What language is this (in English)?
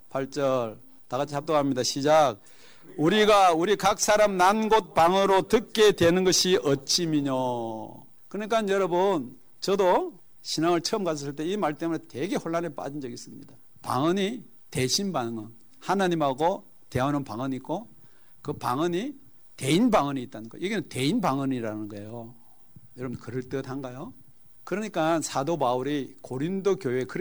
Korean